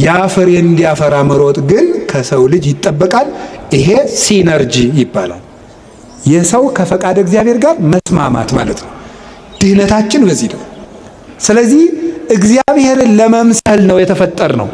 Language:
Amharic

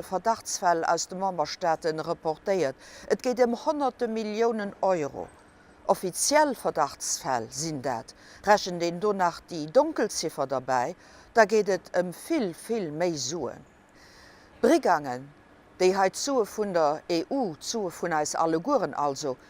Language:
Luxembourgish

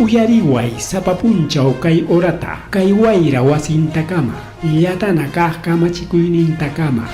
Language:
Ayacucho Quechua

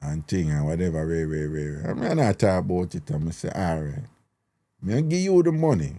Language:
Jamaican Creole English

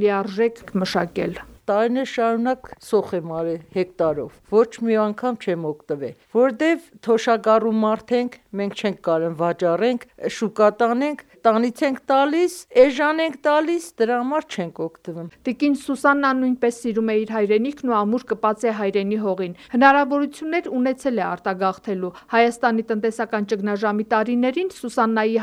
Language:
Armenian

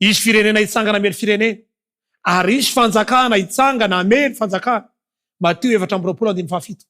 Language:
Malagasy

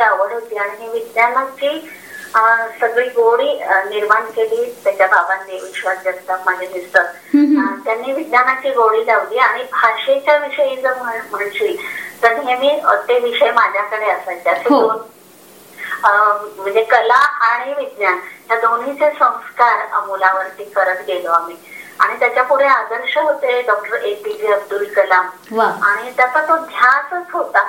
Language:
Marathi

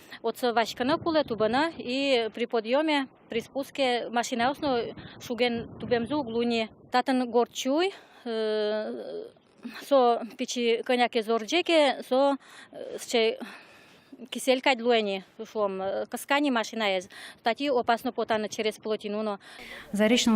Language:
Udmurt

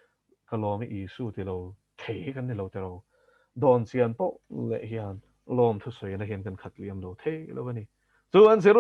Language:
Mizo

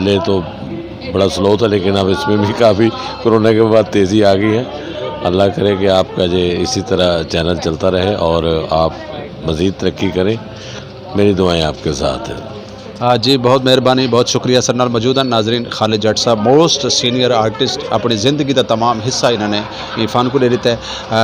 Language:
Saraiki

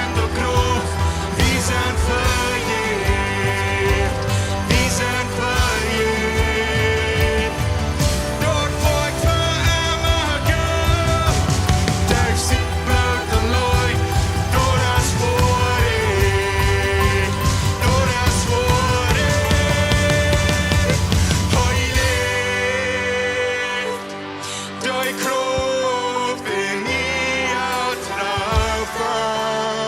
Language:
Plautdietsch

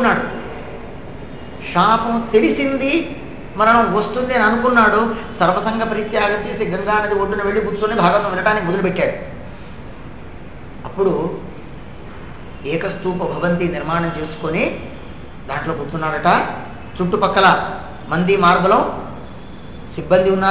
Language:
Telugu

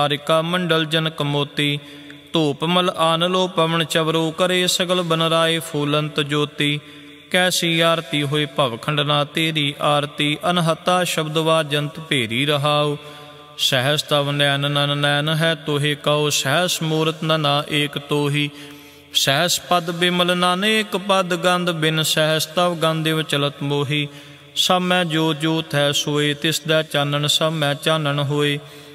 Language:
Punjabi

